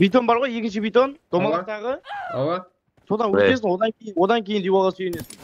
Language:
Kara-Kalpak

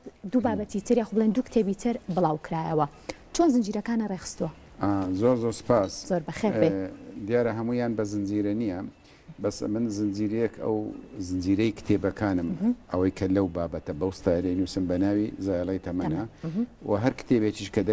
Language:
Central Kurdish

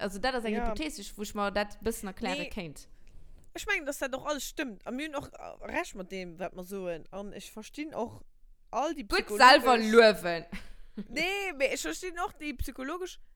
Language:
Luxembourgish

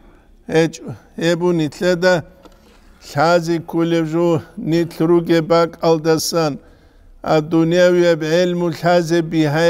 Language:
Avaric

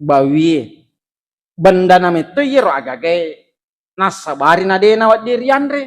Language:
Buginese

